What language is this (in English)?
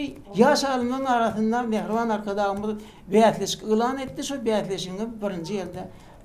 Turkmen